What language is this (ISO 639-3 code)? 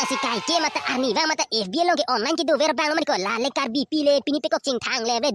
mjw